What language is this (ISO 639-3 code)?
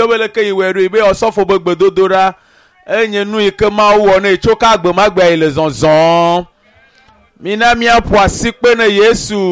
ewe